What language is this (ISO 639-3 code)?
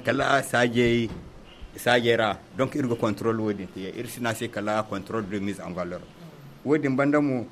dje